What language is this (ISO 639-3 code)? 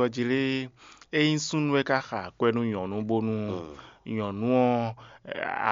fon